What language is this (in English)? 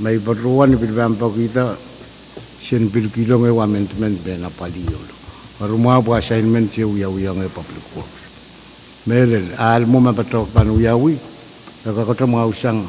Pohnpeian